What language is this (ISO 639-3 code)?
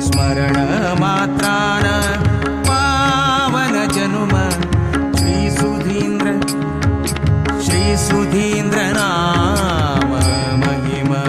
kok